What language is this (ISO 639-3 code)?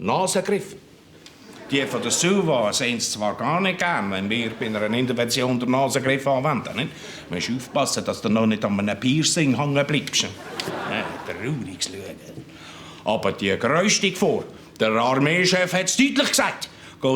gsw